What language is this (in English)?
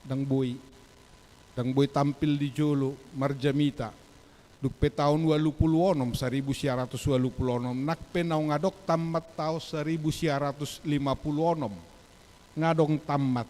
Batak Toba